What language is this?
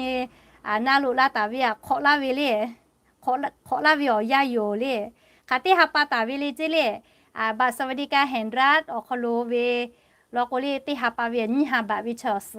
Lahu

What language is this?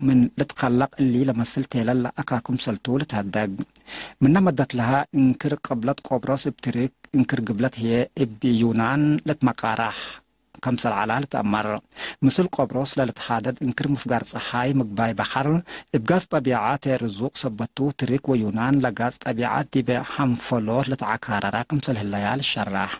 Tigre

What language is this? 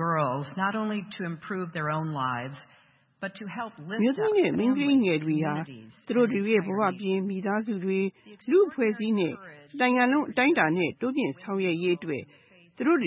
Burmese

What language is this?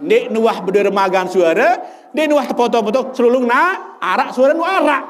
Sasak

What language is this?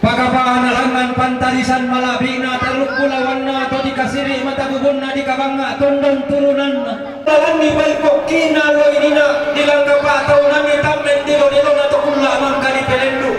Toraja-Sa'dan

